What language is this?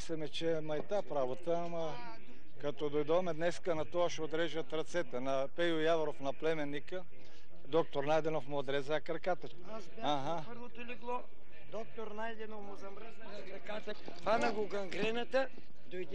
Bulgarian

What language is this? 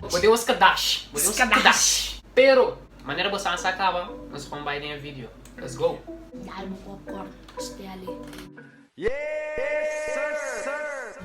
Papiamento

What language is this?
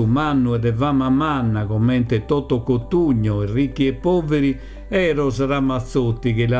Sardinian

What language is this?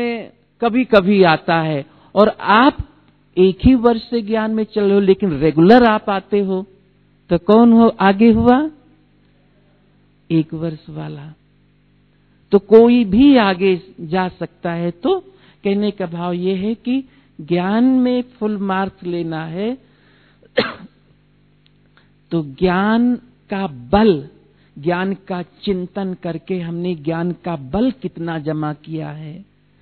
Hindi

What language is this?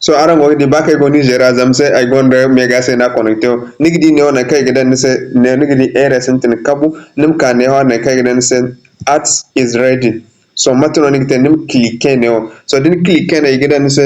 Zarma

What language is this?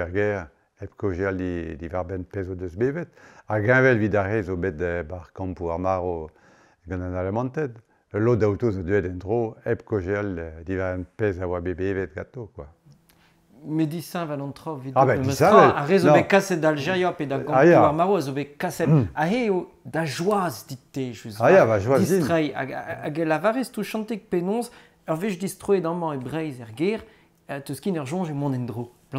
Breton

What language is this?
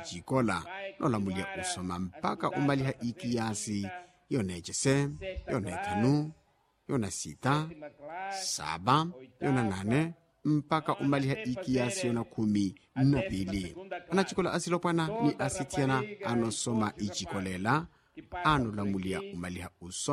Makhuwa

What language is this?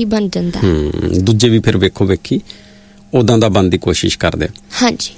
Punjabi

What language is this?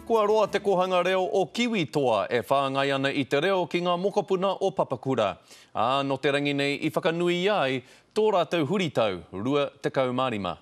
Māori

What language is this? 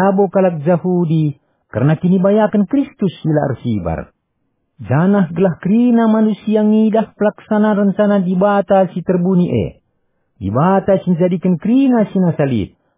Batak Karo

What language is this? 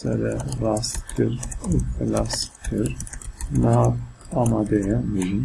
Kurdish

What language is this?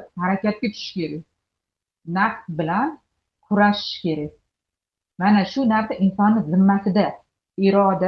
Uzbek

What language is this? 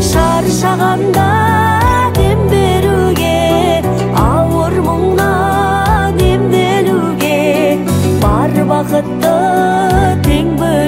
Kazakh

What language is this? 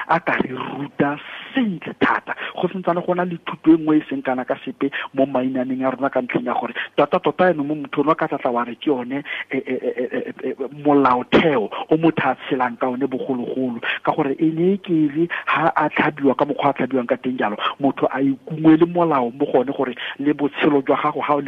Tswana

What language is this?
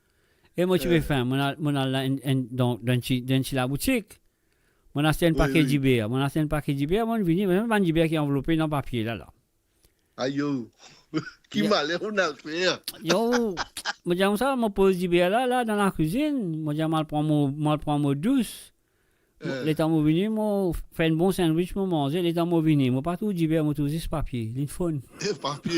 Morisyen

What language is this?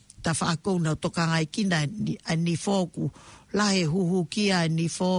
Tongan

